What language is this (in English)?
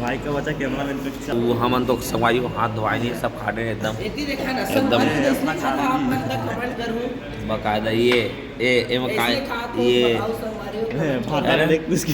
Chhattisgarhi